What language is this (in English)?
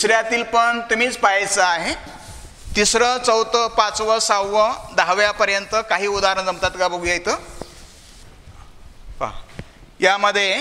Marathi